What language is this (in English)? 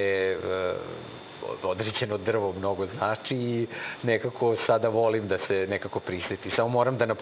Serbian